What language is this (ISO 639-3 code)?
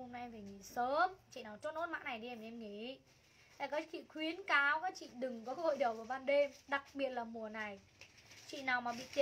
vie